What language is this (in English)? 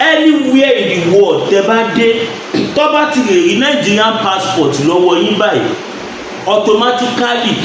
Yoruba